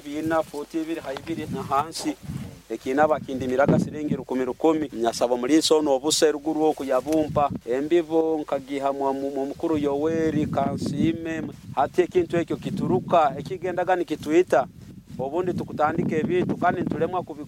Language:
Nyoro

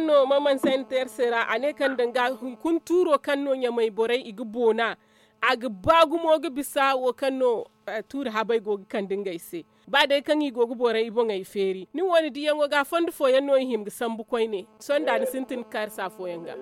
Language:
Zarma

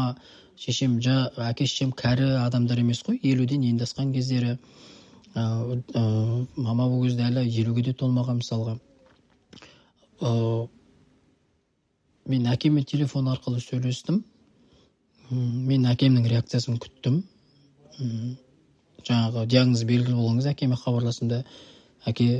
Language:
Kazakh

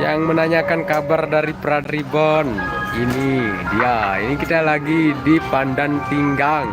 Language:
Sasak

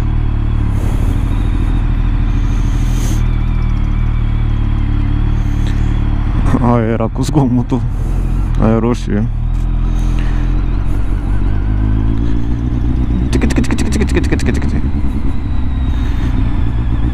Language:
Romanian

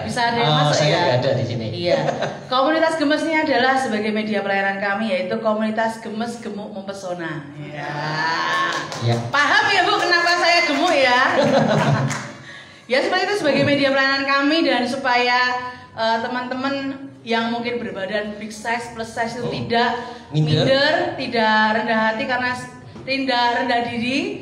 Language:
Indonesian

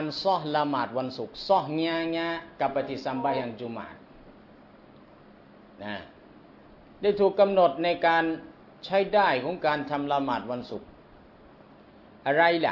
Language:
Thai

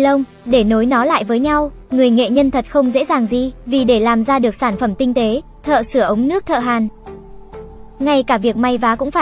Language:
Vietnamese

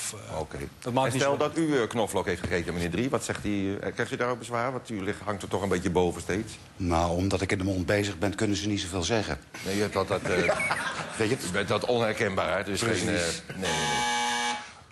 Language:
Dutch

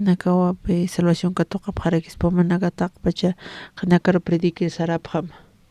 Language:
Aymara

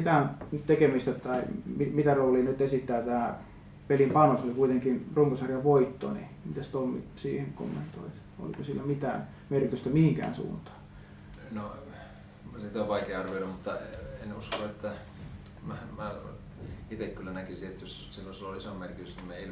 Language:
Finnish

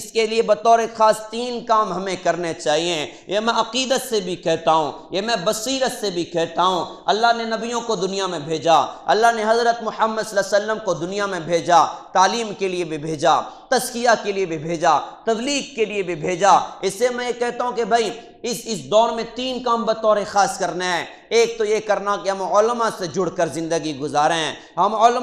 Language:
Urdu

